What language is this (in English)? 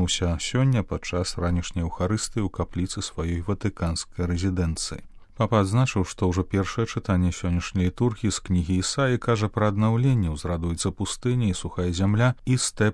Belarusian